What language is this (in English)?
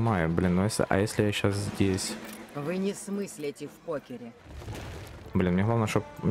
Russian